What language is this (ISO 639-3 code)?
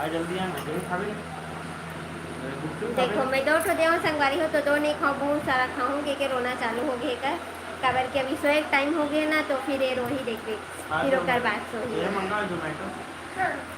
hne